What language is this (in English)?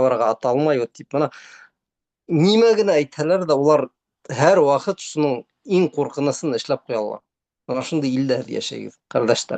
Bashkir